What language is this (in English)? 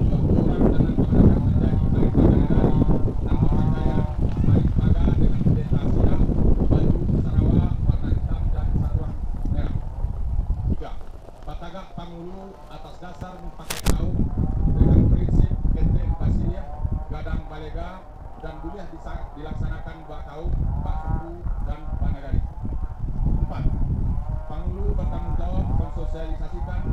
Minangkabau